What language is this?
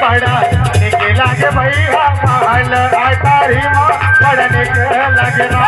Chhattisgarhi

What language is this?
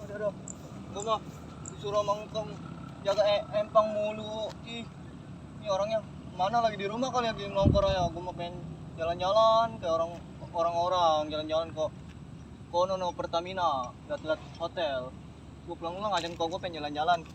Betawi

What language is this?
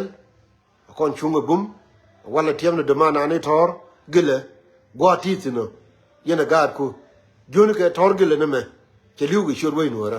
Nuer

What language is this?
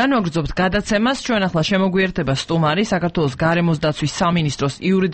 Georgian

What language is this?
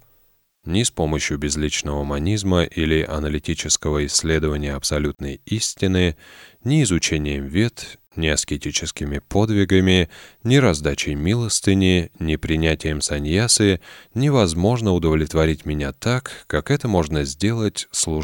Russian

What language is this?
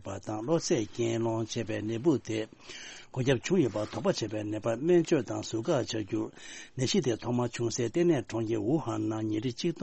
Tibetan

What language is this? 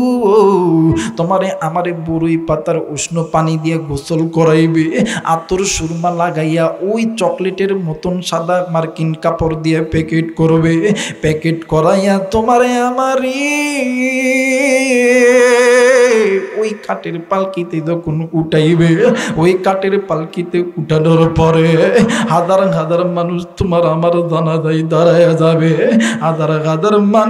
Bangla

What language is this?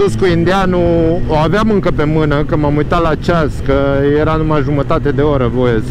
Romanian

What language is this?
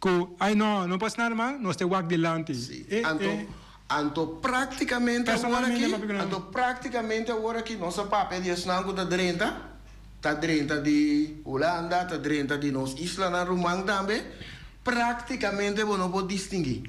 Papiamento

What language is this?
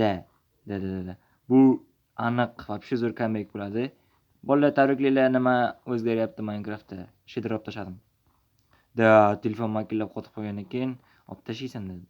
Uzbek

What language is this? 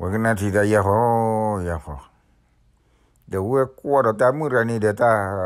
S'gaw Karen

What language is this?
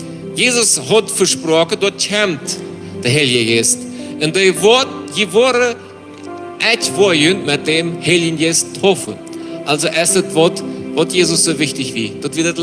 Plautdietsch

